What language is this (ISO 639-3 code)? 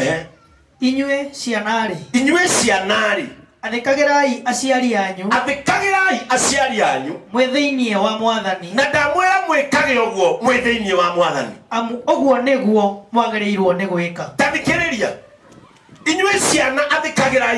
kik